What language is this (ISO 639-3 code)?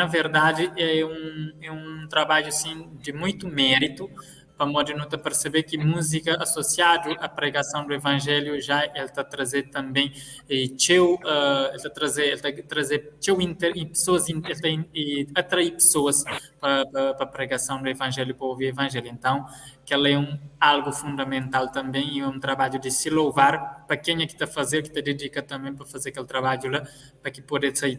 kea